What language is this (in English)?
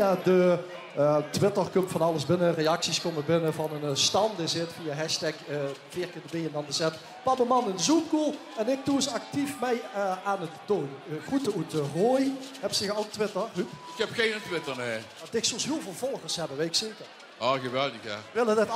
Limburgish